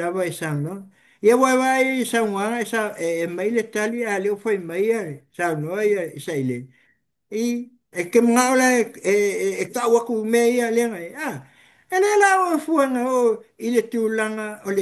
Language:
Samoan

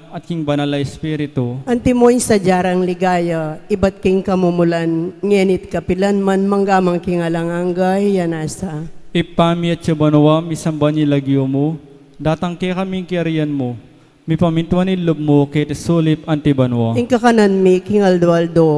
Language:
Pampanga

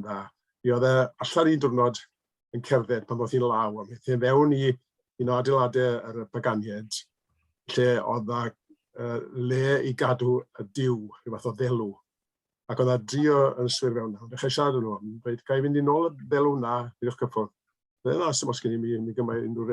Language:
Welsh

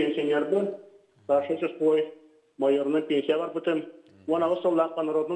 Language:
Yakut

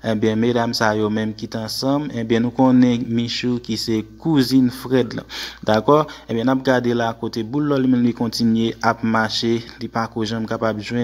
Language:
Haitian Creole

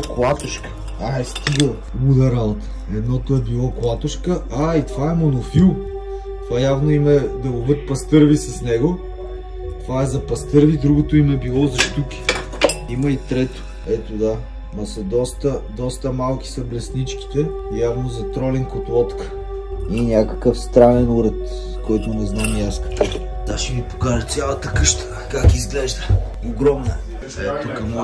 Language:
Bulgarian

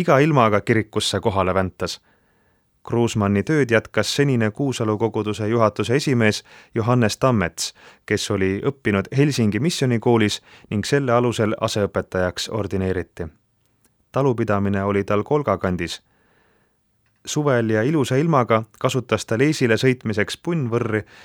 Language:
Estonian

